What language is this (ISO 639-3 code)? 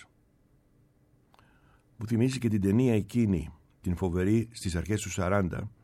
ell